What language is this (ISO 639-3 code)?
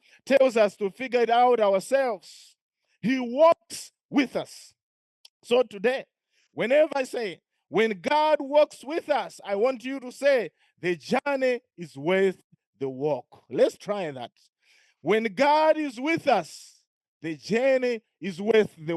eng